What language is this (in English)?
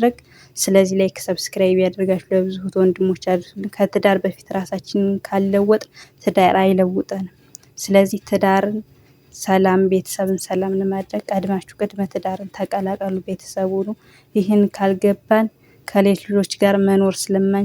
Amharic